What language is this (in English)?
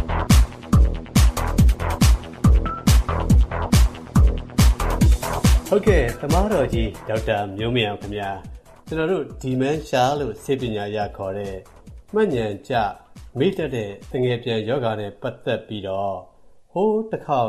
Burmese